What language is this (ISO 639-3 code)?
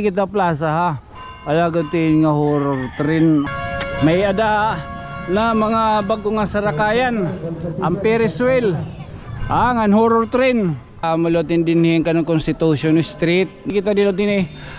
war